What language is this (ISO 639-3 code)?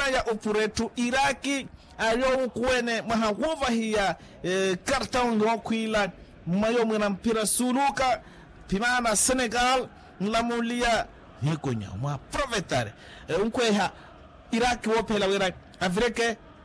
vmw